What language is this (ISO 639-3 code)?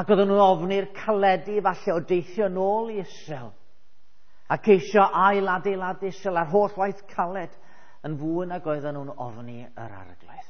cym